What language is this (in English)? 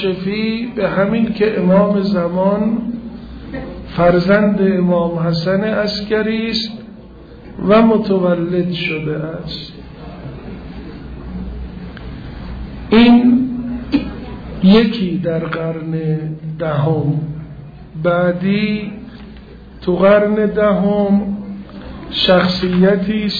Persian